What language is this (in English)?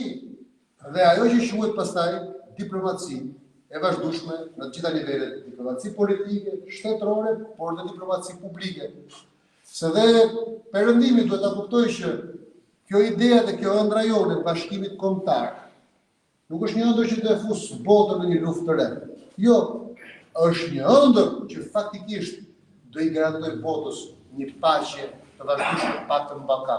Albanian